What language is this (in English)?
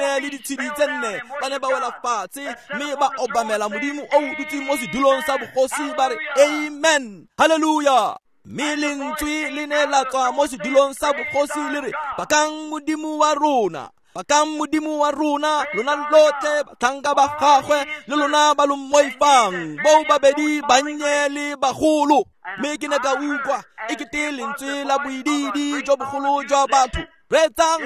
Tswana